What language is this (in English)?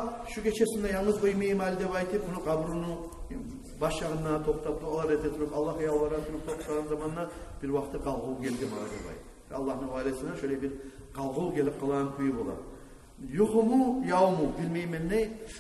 Kumyk